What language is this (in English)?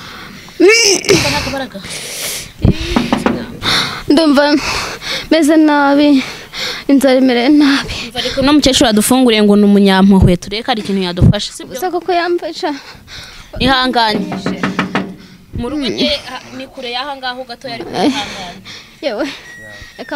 Kinyarwanda